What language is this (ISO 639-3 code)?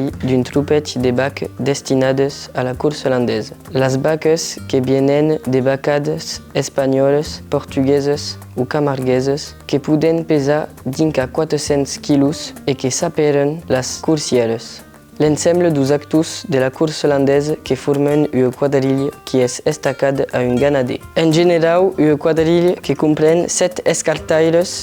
oci